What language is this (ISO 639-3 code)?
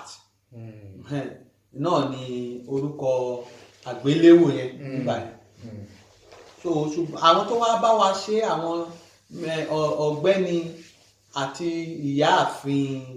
yor